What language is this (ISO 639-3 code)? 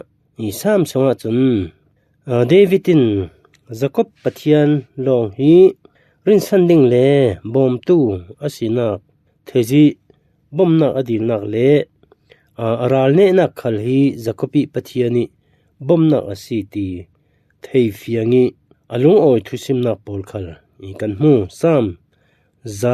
cfm